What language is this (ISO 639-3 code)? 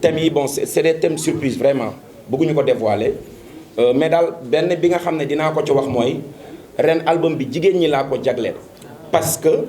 wol